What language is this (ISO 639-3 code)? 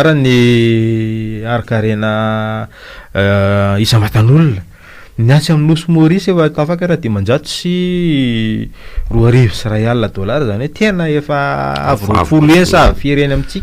mlg